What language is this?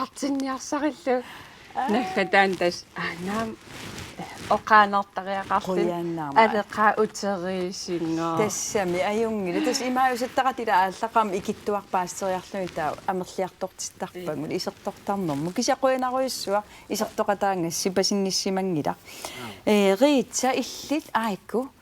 Kalaallisut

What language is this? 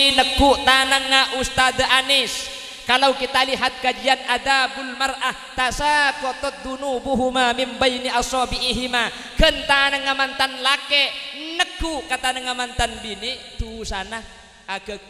Madurese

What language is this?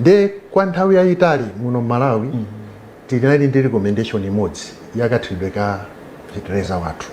Nyanja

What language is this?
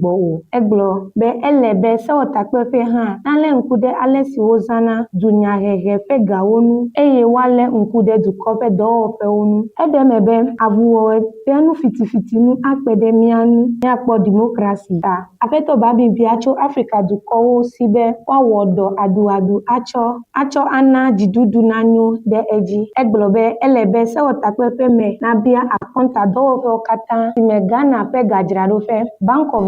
Ewe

